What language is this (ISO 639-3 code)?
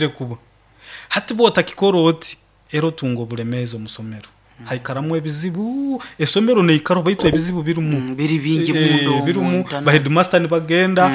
nyo